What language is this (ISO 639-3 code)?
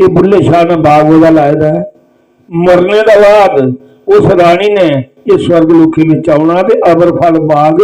doi